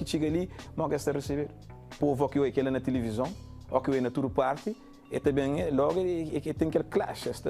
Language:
Kabuverdianu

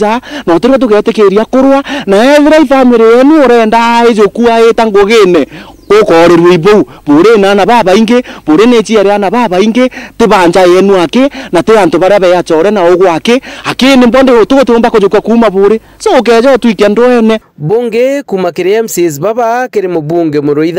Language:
Meru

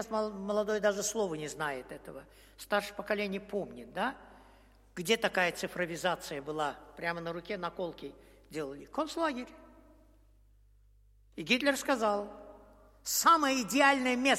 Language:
Russian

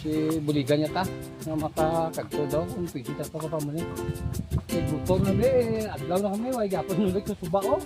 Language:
Hiligaynon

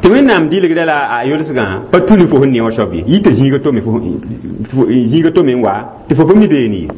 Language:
Mossi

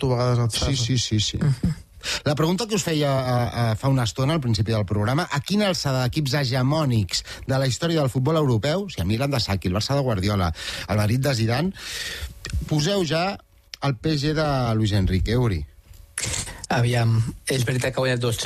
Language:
Catalan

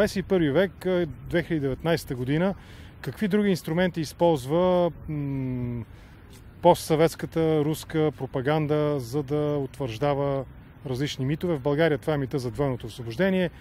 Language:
Bulgarian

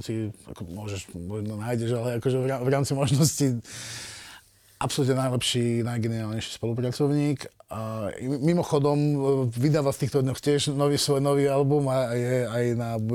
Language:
Slovak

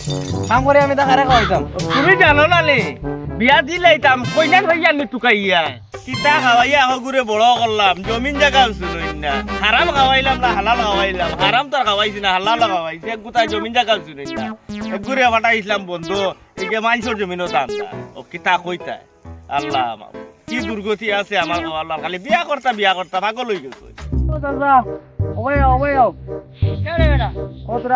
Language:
Sylheti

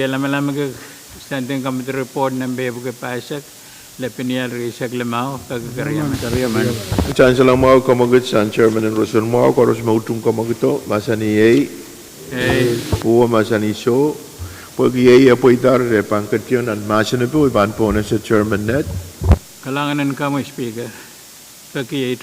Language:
Pohnpeian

